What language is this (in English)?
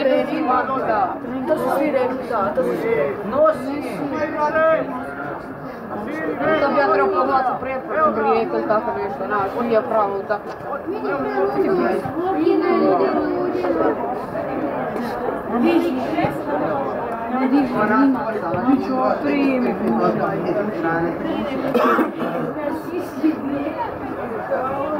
Croatian